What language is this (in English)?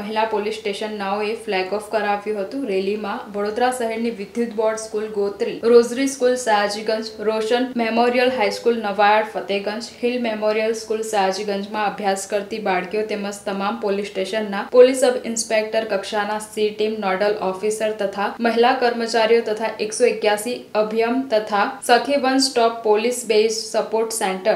Gujarati